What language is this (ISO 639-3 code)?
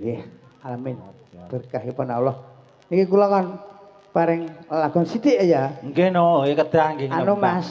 jav